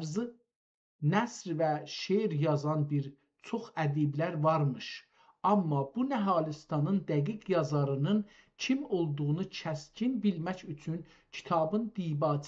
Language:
South Azerbaijani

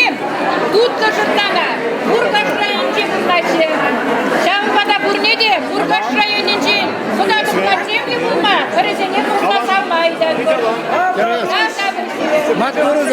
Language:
Chuvash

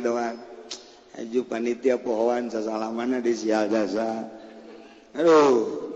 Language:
Sundanese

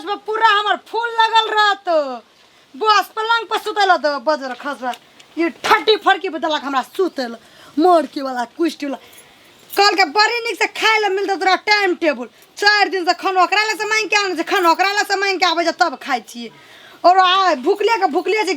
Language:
Maithili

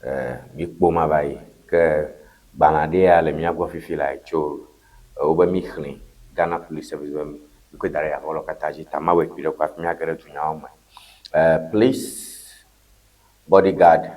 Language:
Ewe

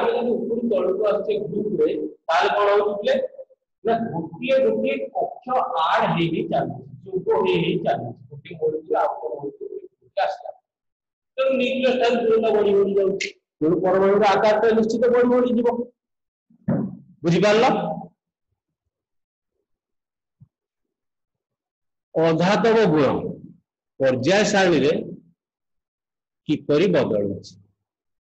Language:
Odia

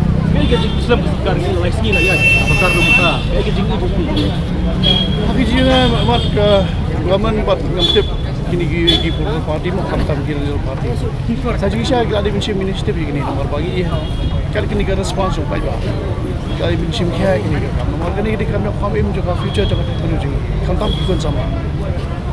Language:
Khasi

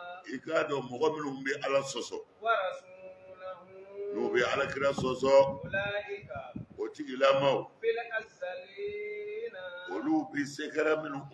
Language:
Bambara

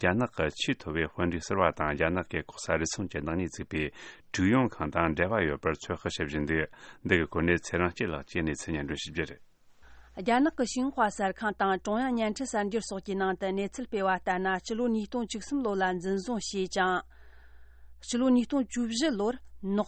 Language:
Tibetan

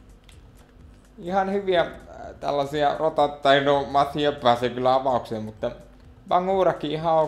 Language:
Finnish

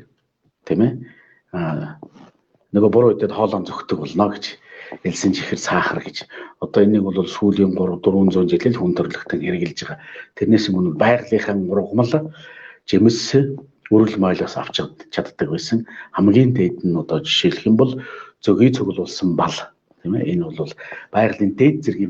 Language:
Mongolian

